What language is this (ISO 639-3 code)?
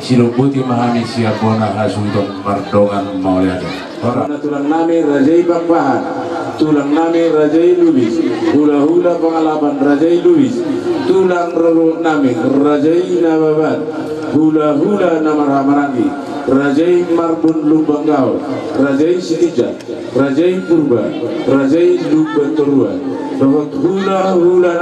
bbc